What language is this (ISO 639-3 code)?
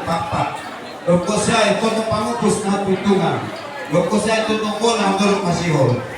bts